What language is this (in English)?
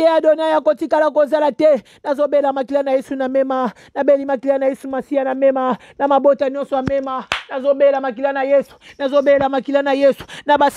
Lingala